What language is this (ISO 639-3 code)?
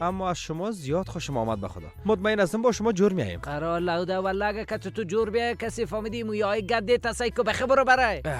fas